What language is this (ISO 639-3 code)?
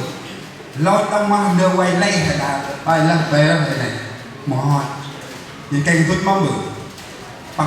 cmo